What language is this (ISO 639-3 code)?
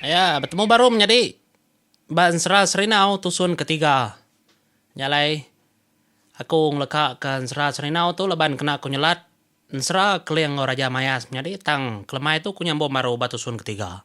iba